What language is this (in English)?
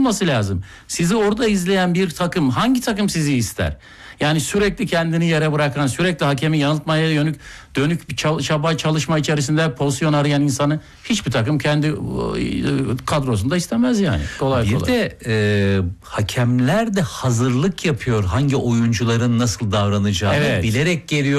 Turkish